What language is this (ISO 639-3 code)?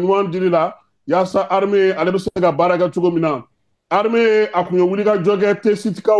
bam